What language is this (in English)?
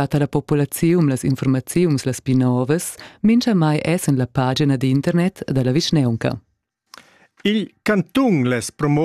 Romansh